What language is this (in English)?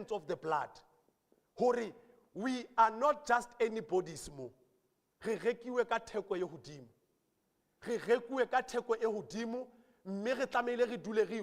Southern Sotho